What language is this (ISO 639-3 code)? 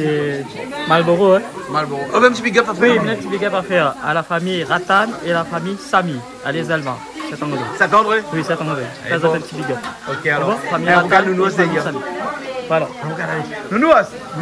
rcf